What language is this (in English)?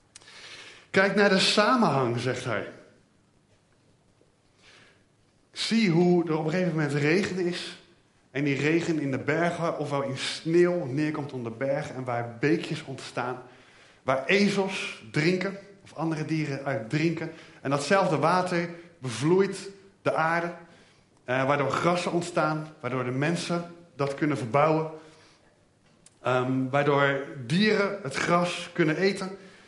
Dutch